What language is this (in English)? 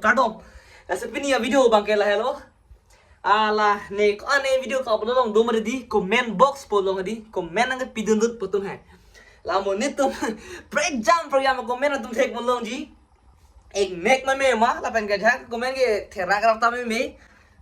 Karbi